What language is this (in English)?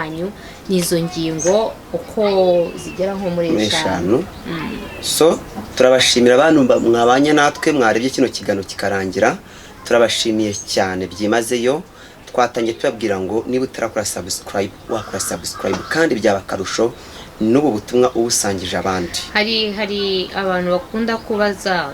Kinyarwanda